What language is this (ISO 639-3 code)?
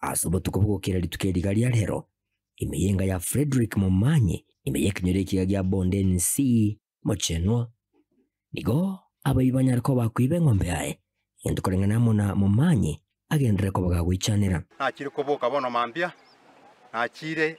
guz